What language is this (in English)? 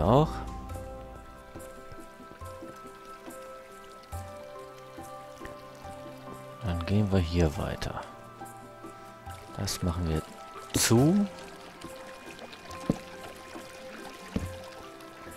German